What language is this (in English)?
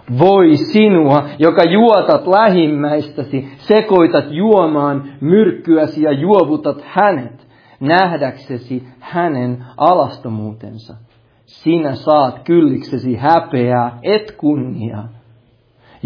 Finnish